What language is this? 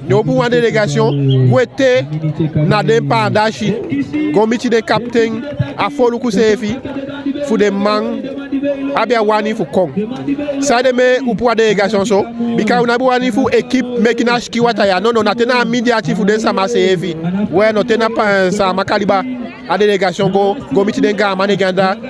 Eastern Maroon Creole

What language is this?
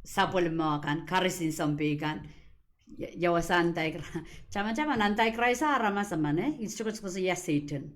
Pohnpeian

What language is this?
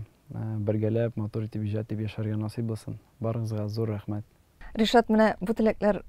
Tatar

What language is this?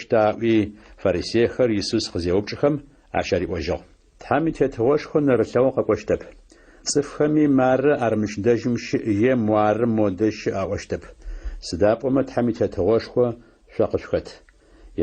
Adyghe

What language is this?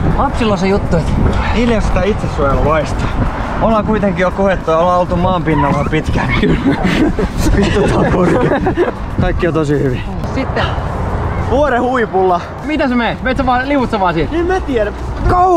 Finnish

